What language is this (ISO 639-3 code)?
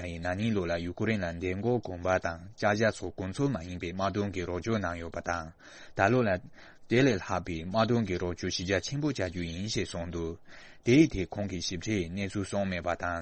bod